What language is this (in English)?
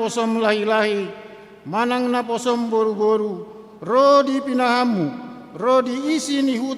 Batak Toba